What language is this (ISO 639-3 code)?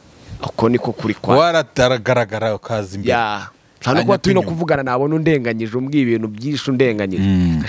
kin